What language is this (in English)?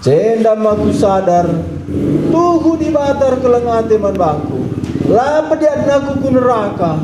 Batak Karo